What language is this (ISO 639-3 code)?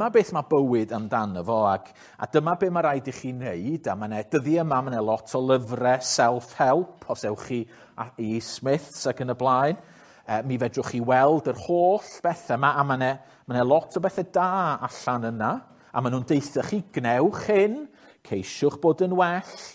cym